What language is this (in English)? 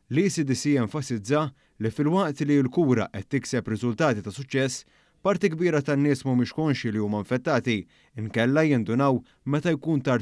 Maltese